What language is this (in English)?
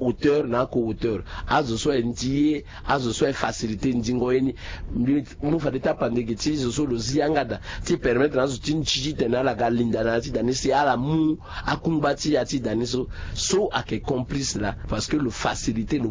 Sango